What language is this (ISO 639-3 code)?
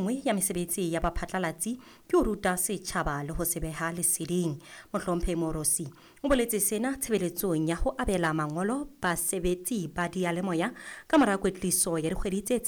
sot